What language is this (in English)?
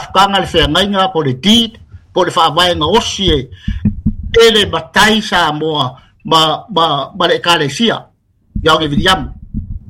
Samoan